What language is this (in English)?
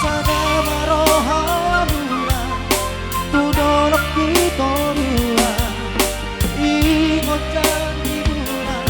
Batak Toba